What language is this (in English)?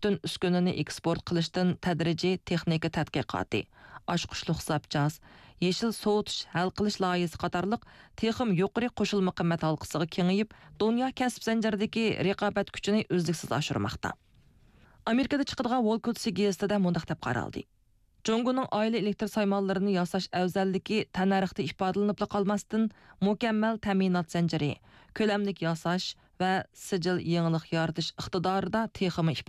Uyghur